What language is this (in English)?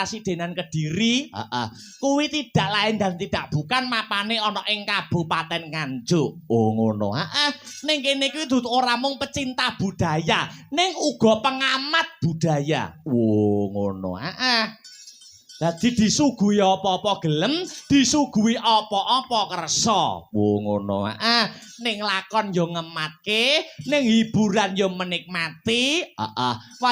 Javanese